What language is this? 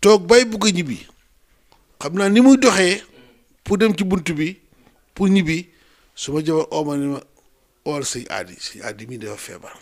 Wolof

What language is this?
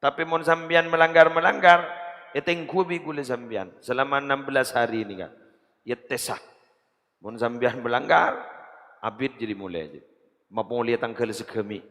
Madurese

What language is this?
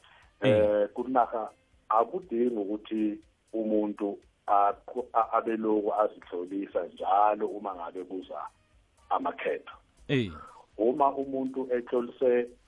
South Ndebele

